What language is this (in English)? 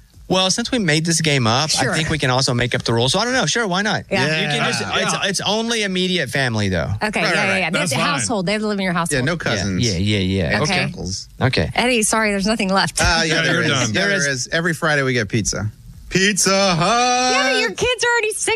English